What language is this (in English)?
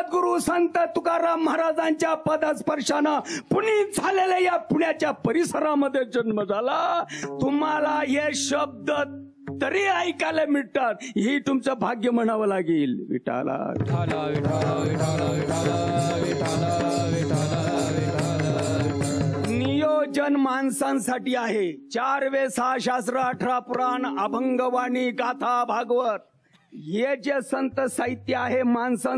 Marathi